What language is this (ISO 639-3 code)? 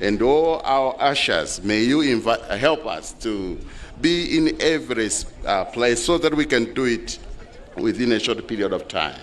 nya